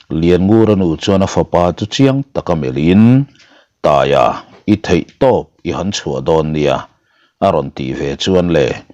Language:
Mizo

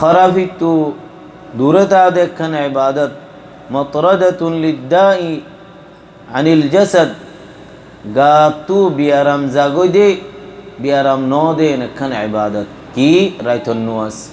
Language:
Rohingya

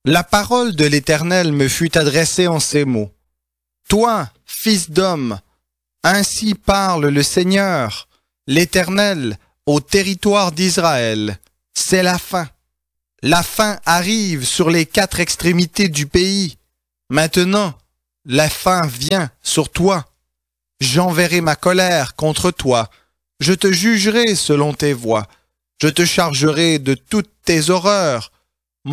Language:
French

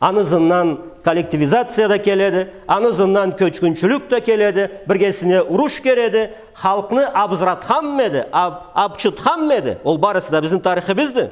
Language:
Karachay-Balkar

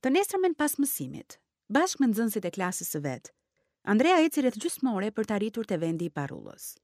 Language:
Albanian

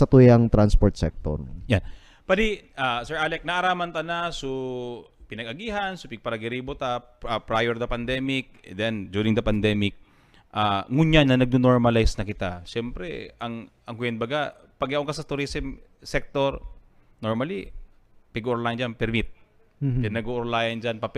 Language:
Bikol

